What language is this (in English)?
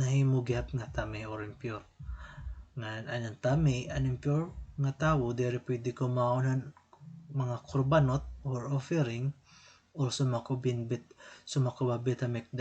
Waray